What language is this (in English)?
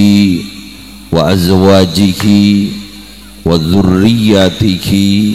Madurese